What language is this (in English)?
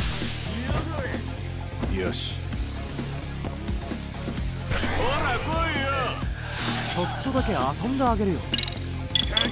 Japanese